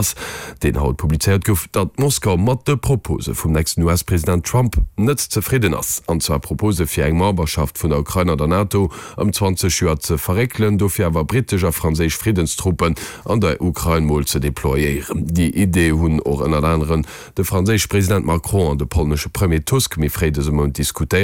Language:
Luxembourgish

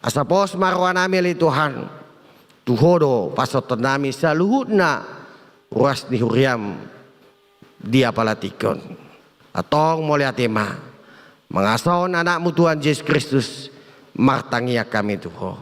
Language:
Batak Toba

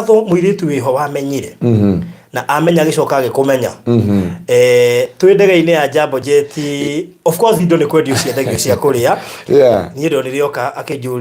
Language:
Kikuyu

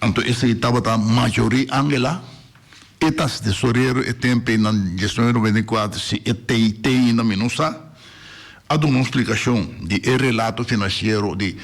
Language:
Papiamento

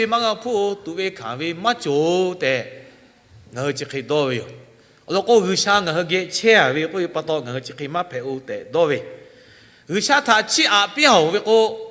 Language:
Lahu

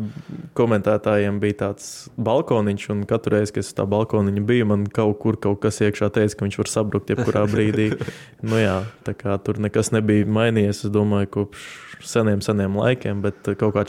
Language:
Latvian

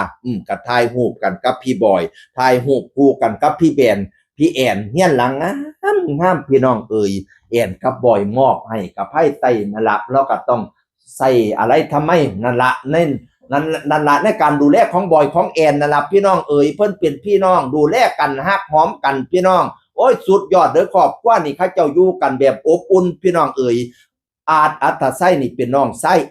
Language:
Northeastern Thai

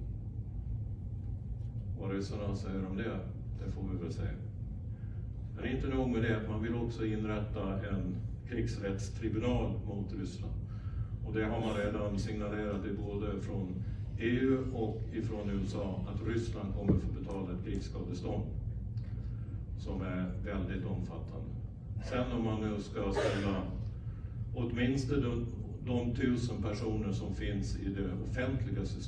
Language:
Swedish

